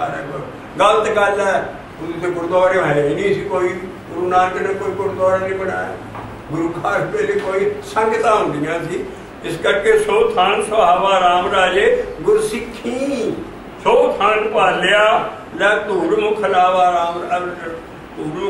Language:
Punjabi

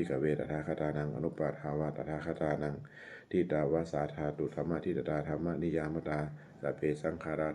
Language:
Pali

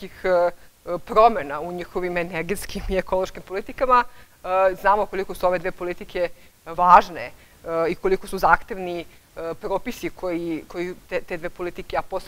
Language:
Serbian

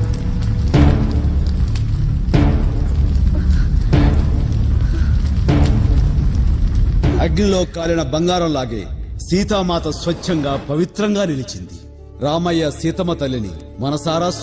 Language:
Telugu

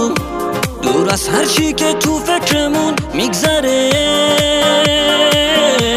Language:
Persian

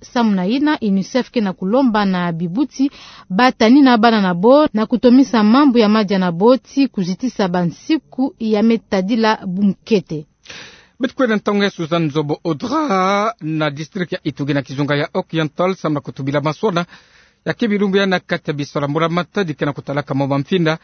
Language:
Kituba (Democratic Republic of Congo)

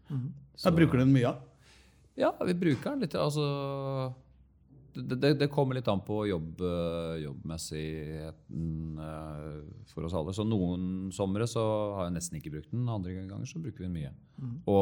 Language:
Norwegian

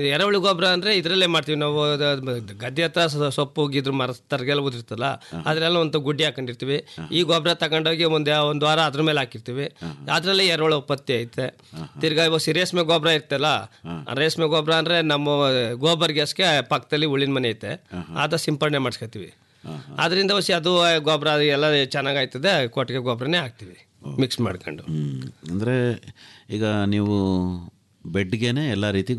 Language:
Kannada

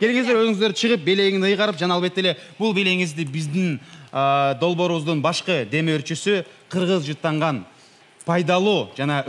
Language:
Kyrgyz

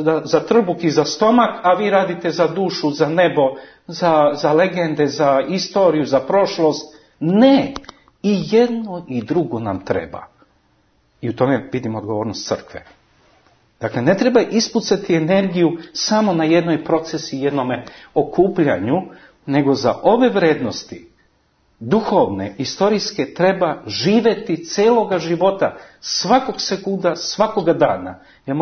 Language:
Serbian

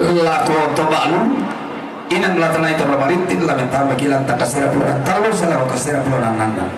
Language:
Toraja-Sa'dan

